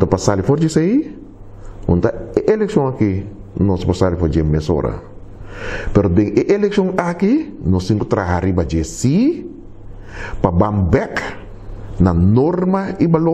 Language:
Papiamento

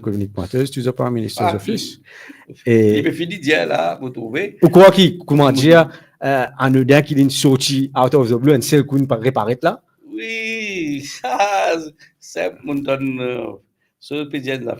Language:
Morisyen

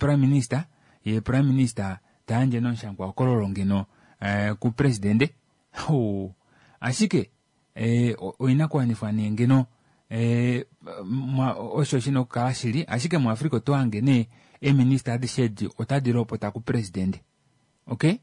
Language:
Kuanyama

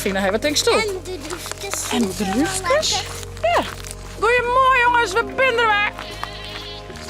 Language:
Western Frisian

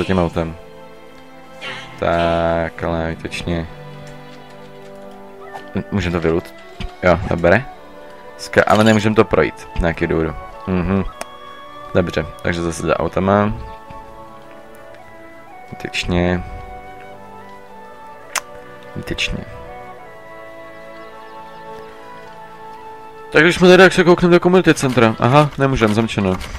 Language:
Czech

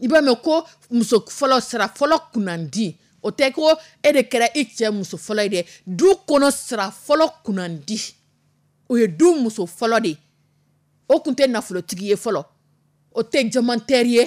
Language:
Dyula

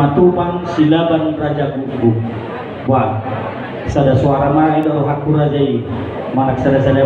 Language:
Batak Toba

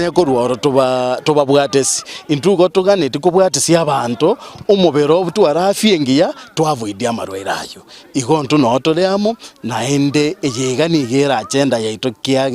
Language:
Gusii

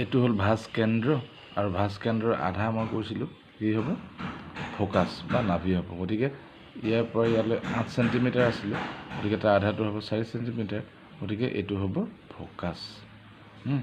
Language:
Assamese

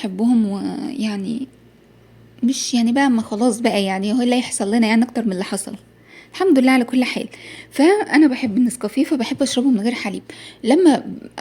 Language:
Egyptian Arabic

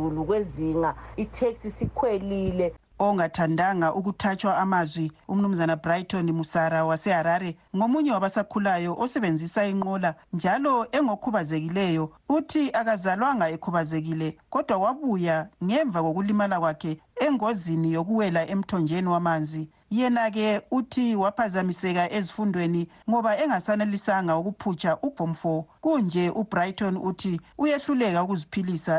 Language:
North Ndebele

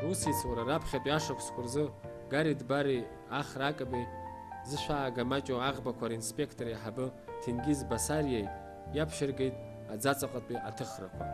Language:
Abkhazian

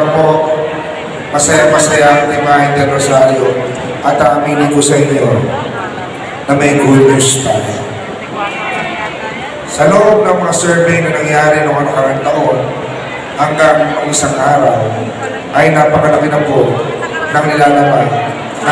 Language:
Filipino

